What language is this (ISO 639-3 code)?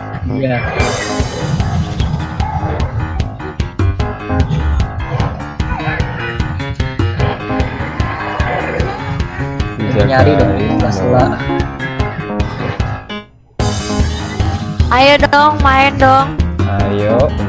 ind